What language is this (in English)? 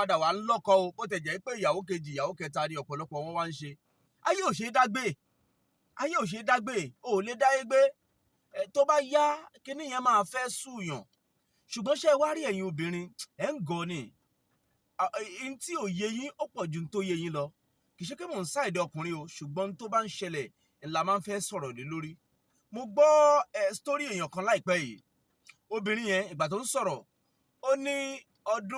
Yoruba